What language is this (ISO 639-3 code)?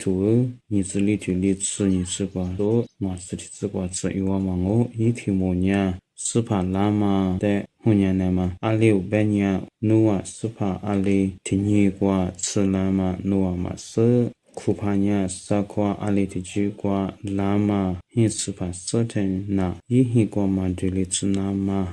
lis